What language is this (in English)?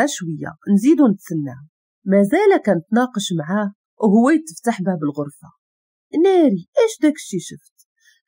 Moroccan Arabic